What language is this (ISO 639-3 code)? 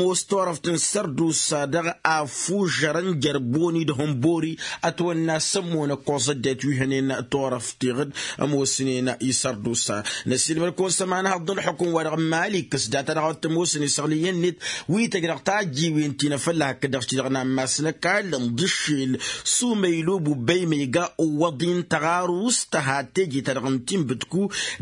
taq